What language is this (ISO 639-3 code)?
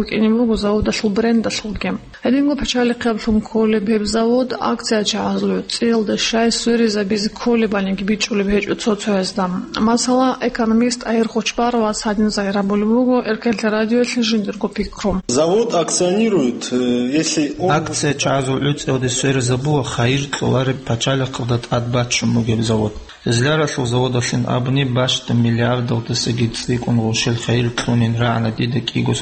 ava